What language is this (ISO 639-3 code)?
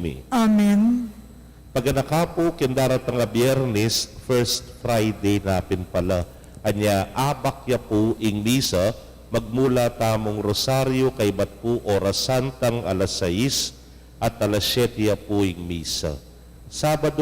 pam